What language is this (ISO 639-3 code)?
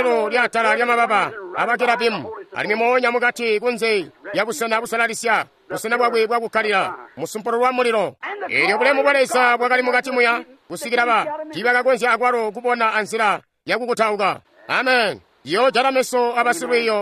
toi